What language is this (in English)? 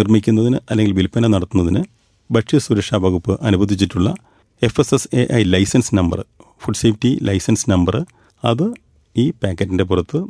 Malayalam